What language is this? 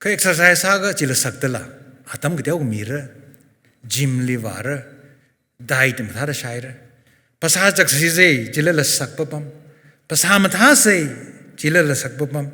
Tangkhul Naga (India)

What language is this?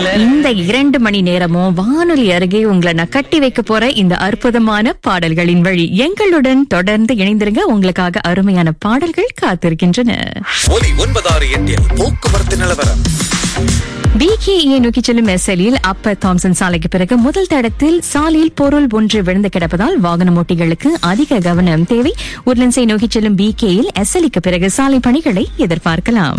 Tamil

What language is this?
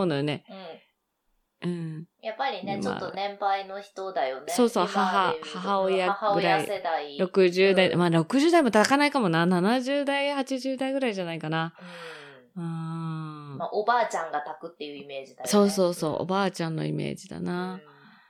Japanese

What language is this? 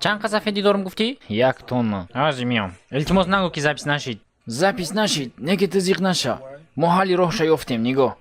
Tajik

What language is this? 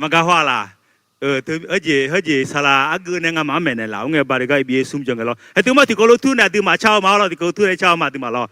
Akha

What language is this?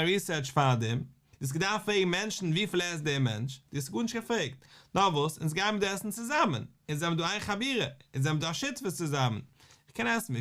Yiddish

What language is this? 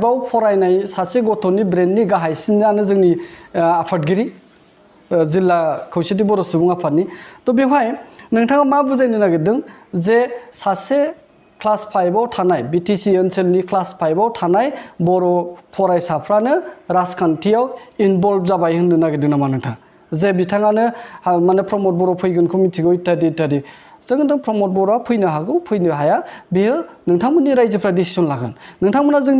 Bodo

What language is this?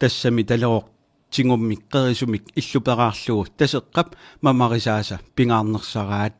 Kalaallisut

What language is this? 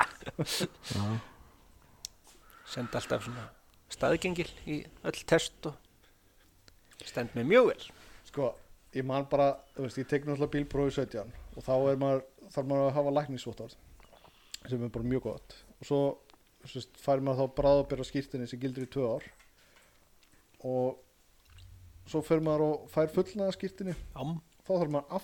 Icelandic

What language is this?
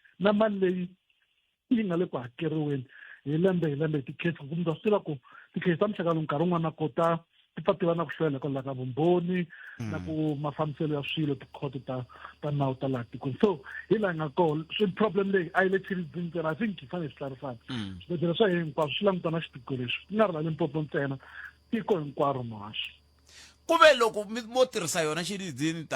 Tsonga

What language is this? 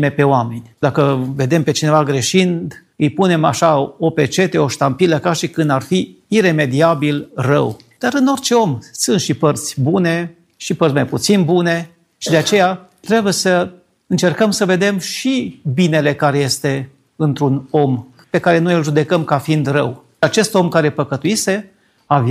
Romanian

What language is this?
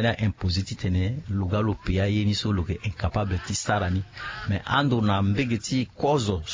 Sango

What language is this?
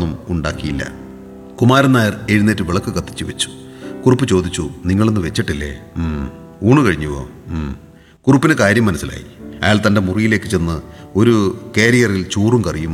Malayalam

